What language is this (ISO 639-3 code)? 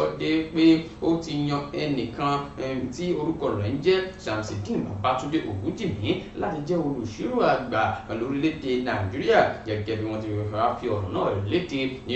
yor